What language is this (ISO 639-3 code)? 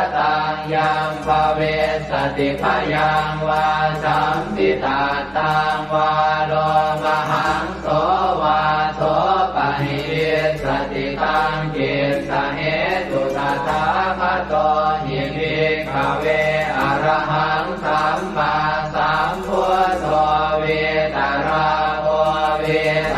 pli